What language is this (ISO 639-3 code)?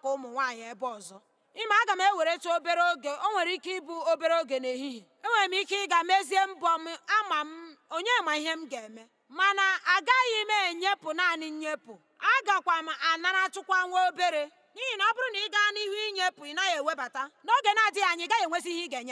ibo